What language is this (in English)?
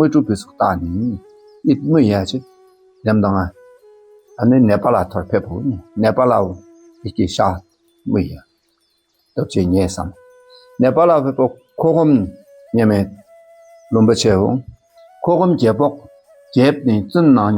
Dakpakha